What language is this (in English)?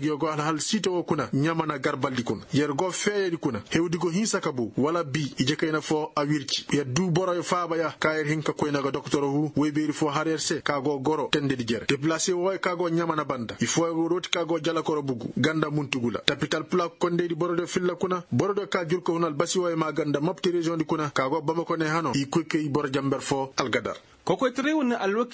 Koyraboro Senni